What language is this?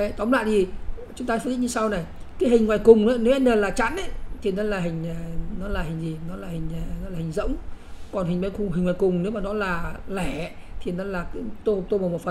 Vietnamese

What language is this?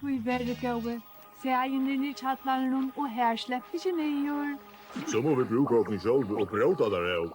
Faroese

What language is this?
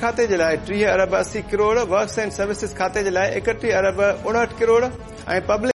Sindhi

